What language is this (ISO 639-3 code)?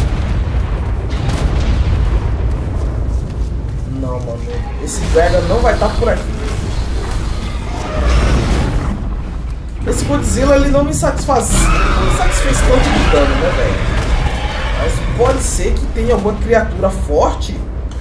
por